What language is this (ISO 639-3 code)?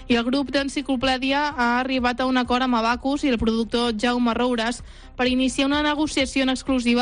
cat